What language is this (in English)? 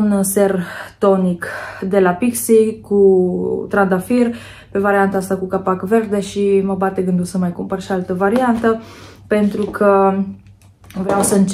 Romanian